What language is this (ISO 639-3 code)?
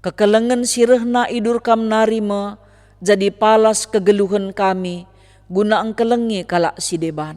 btx